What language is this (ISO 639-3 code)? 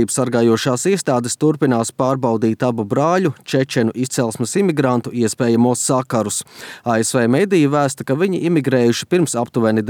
lav